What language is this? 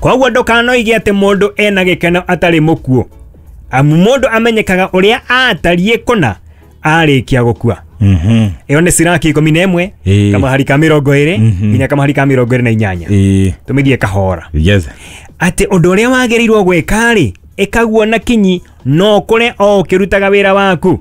Kikuyu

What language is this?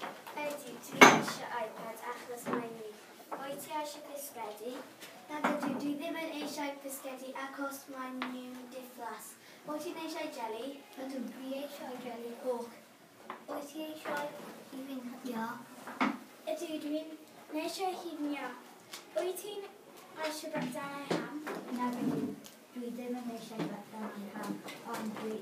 Welsh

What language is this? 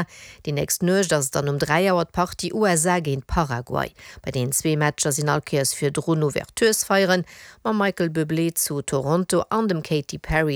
Luxembourgish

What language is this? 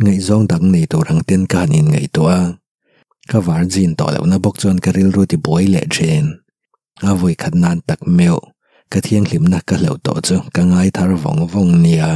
Mizo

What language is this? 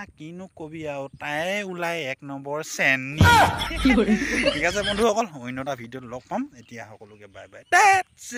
Assamese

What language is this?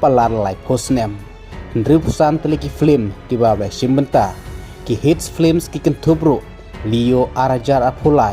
Khasi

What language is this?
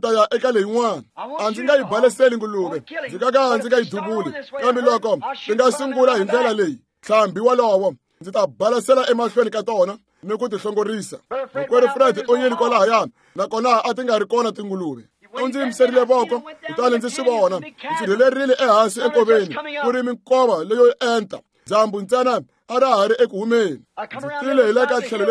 Tsonga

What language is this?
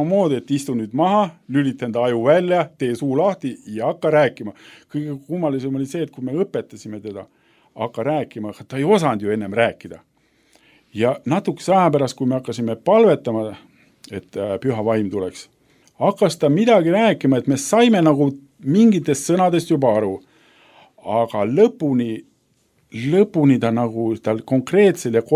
Estonian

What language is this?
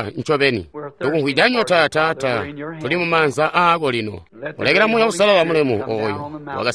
Tonga (Zambia)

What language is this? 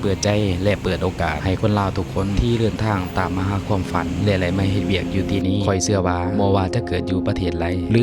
Lao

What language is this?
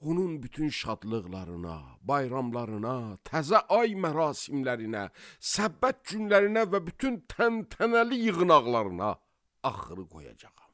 Azerbaijani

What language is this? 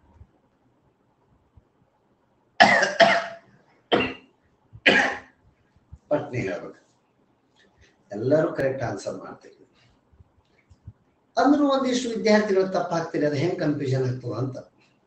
Kannada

